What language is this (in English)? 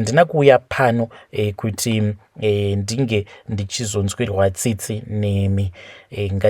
Shona